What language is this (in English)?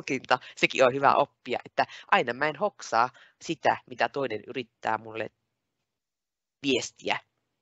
Finnish